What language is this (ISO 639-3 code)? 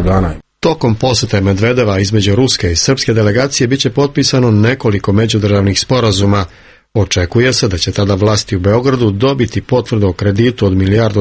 srp